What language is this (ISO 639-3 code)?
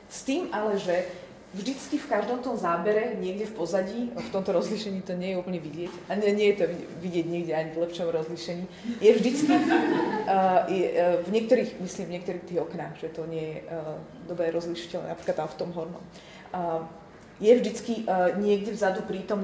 slk